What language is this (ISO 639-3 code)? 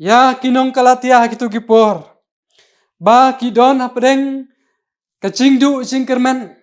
kha